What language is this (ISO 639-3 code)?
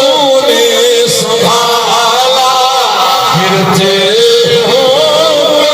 skr